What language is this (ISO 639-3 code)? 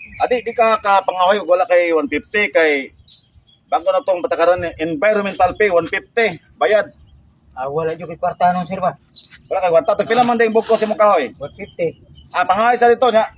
ceb